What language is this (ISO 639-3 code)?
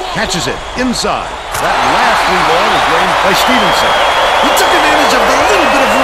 eng